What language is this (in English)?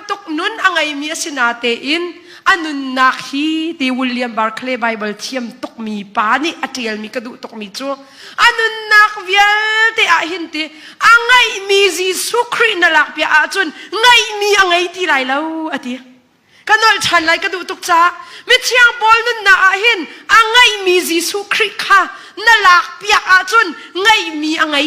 Hakha Chin